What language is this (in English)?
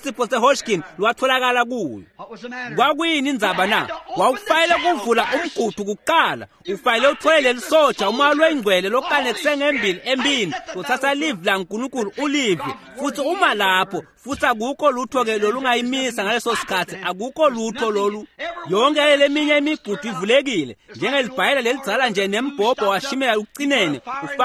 Swati